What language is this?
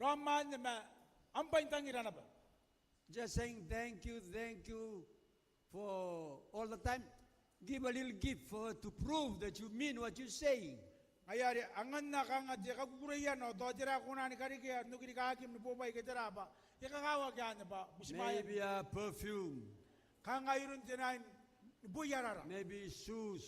Gilbertese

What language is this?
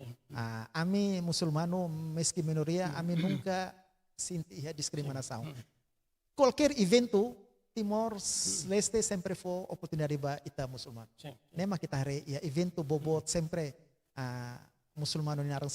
Tetum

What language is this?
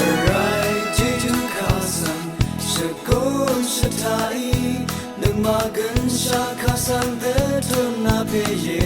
Rawang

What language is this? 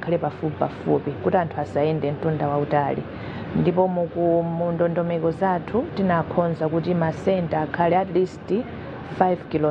Nyanja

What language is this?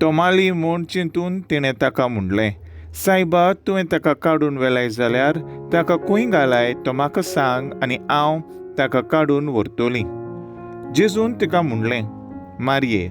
Konkani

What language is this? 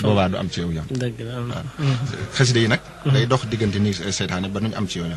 Wolof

